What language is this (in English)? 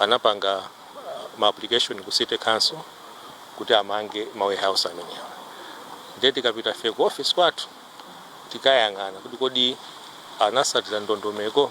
Nyanja